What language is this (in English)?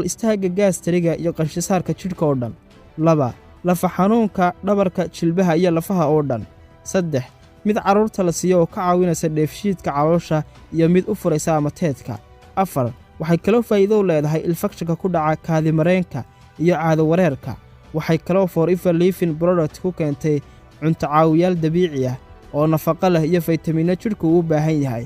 Somali